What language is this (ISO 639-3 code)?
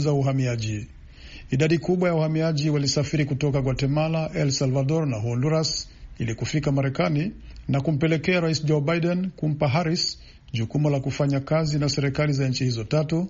swa